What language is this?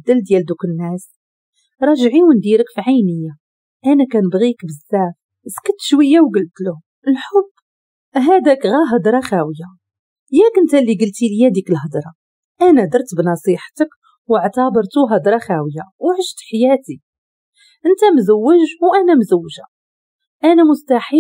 Moroccan Arabic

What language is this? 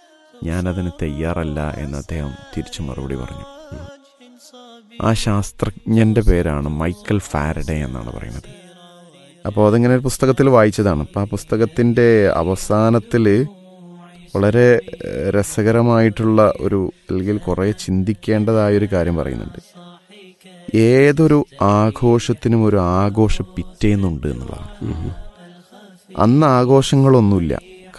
Malayalam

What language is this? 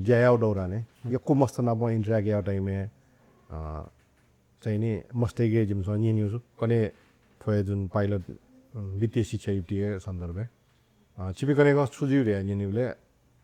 Newari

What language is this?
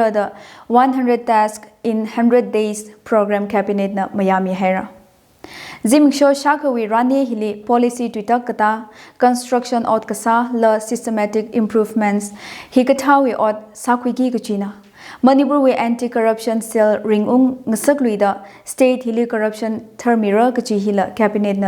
Tangkhul Naga (India)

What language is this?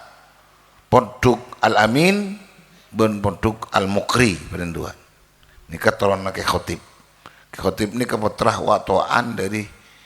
Madurese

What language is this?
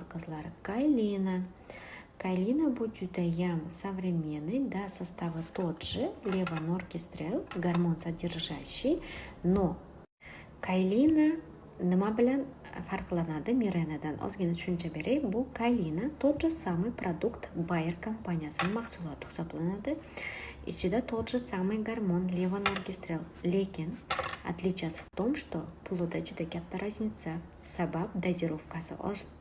Uzbek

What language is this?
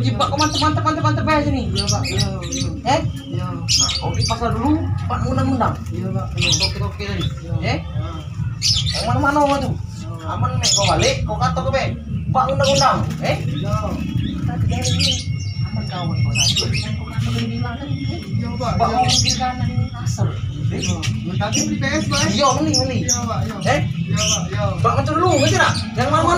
Musi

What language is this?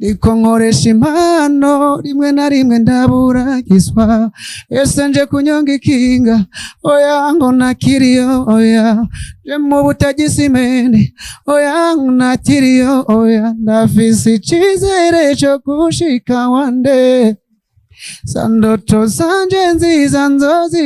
Rundi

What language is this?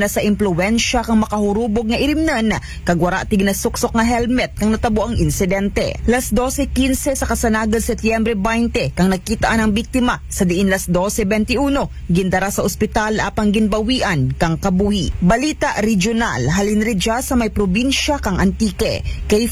Aklanon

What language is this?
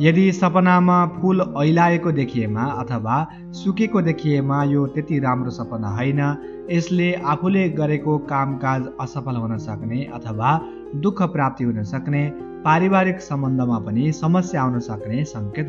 Nepali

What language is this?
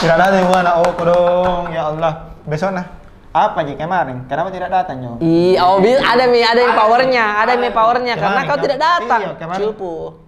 Makassar Malay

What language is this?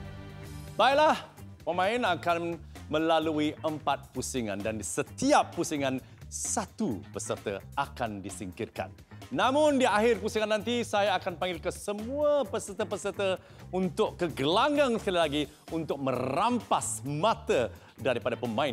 Malay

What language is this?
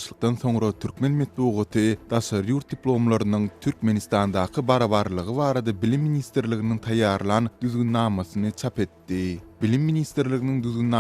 Turkmen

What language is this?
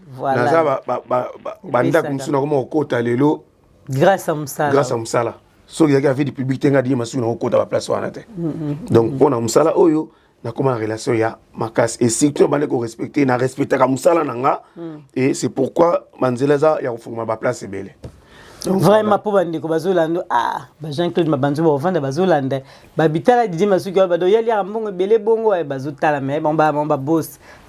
Lingala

